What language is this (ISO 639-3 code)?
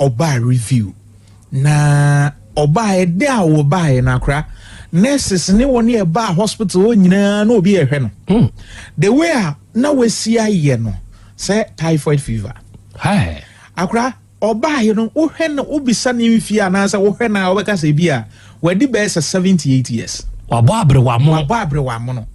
aka